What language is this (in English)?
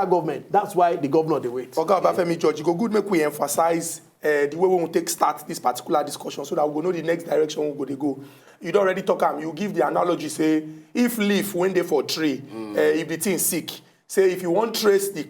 Nigerian Pidgin